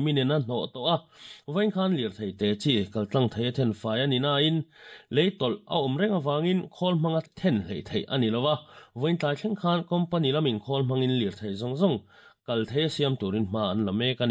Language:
Mizo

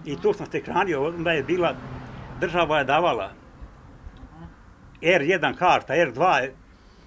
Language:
Serbian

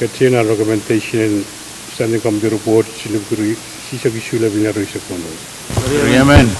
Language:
Pohnpeian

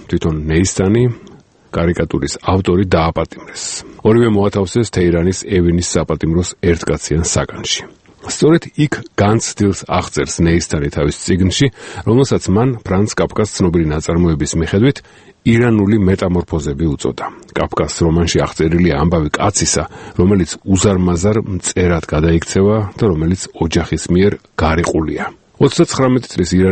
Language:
Georgian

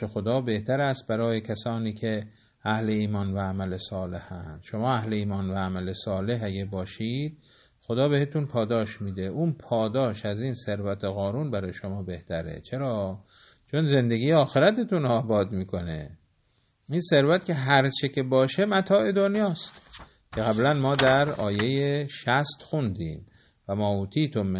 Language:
Persian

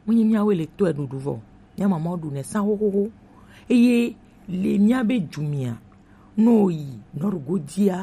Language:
Gen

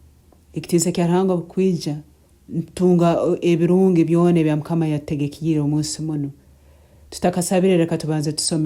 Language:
Nyankole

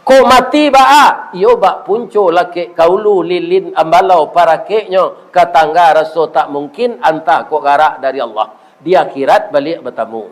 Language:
Minangkabau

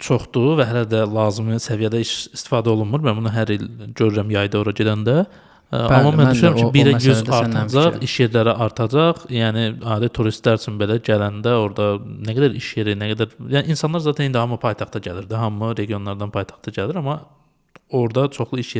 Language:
Azerbaijani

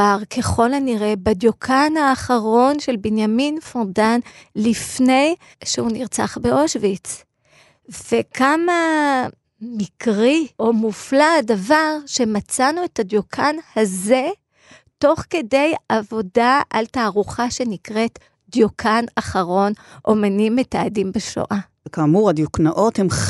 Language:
Hebrew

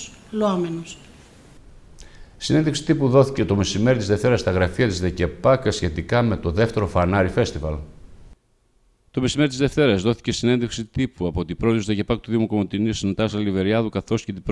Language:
Greek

